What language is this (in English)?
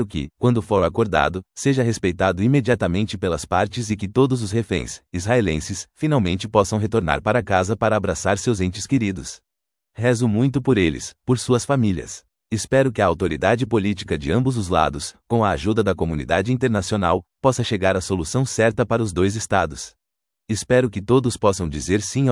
Portuguese